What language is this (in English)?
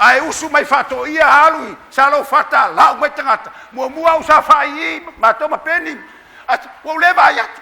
Samoan